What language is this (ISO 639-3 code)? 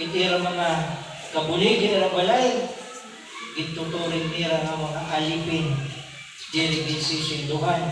war